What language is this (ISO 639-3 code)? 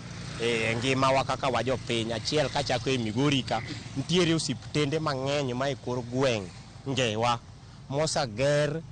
luo